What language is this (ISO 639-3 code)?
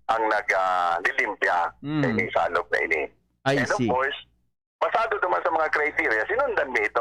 bik